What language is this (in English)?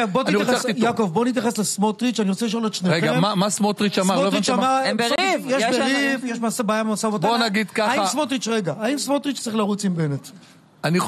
Hebrew